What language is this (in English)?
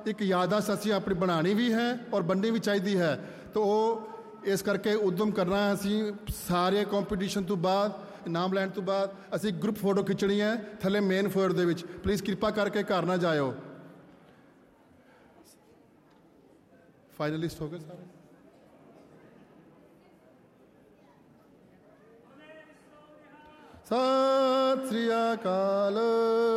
Punjabi